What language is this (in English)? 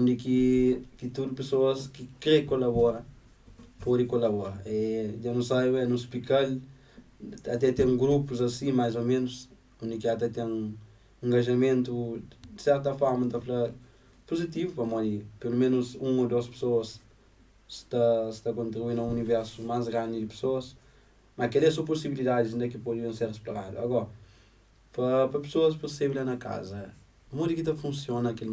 Kabuverdianu